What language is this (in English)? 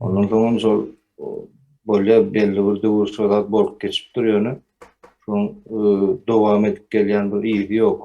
Turkmen